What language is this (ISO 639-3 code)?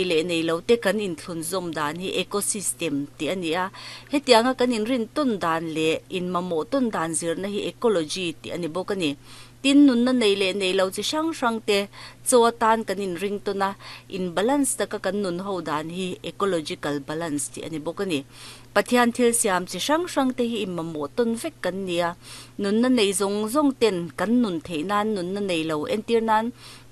lus